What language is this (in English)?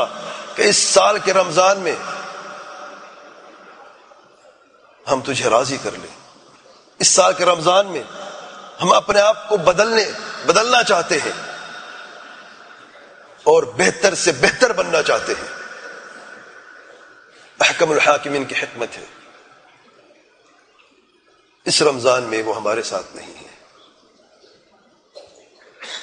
Urdu